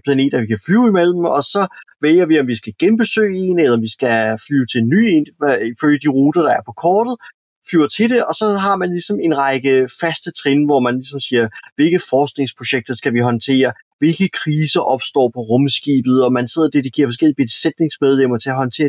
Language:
Danish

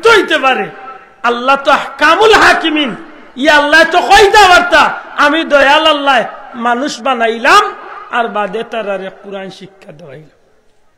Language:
Sylheti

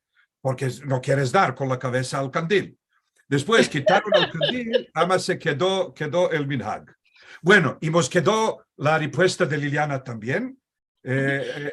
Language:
Ladino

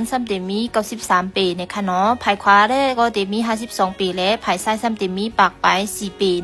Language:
Shan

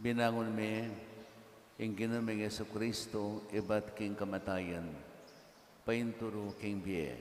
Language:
Pampanga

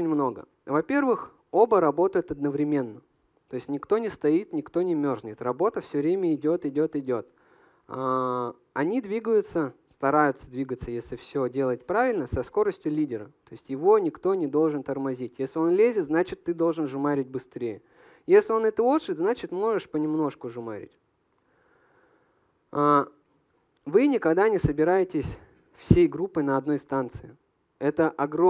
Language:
Russian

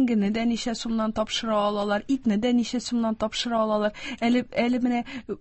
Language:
Tatar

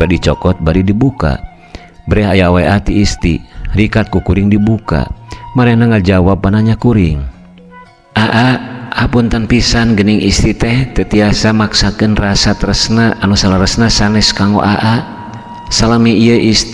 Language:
Sundanese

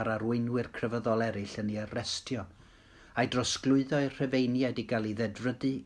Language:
Welsh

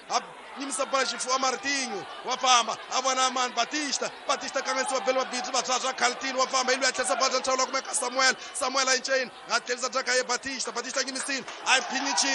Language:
Tsonga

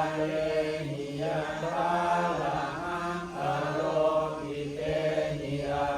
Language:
Pali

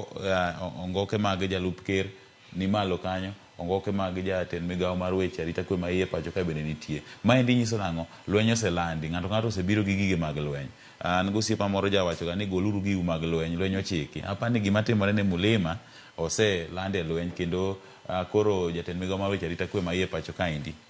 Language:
Luo (Kenya and Tanzania)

